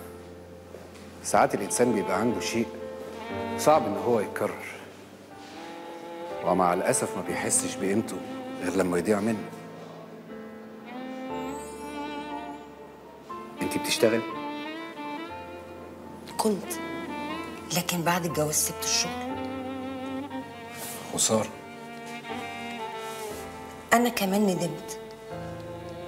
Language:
Egyptian Arabic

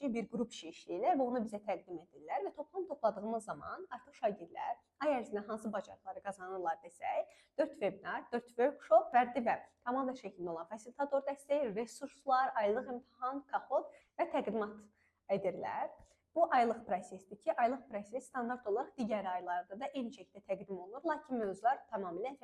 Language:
Azerbaijani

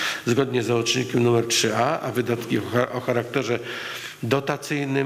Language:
Polish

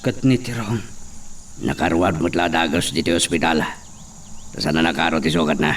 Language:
Iloko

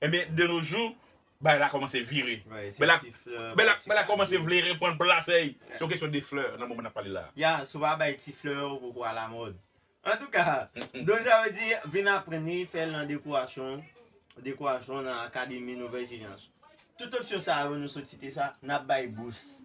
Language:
Haitian Creole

